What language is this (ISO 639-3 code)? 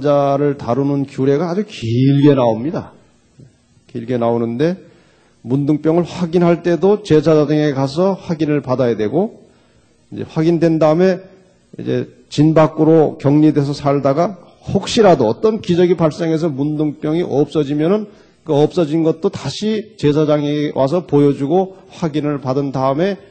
kor